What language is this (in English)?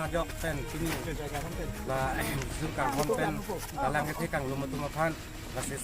Karbi